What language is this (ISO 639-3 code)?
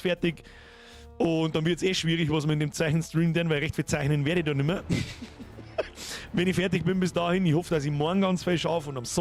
bar